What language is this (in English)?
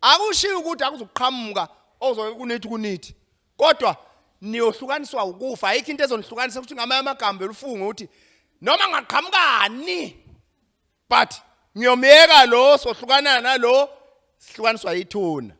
Zulu